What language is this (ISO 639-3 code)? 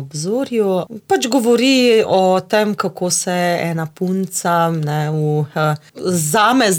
slv